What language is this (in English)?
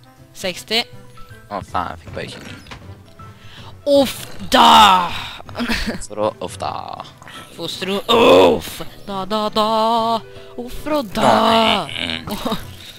Norwegian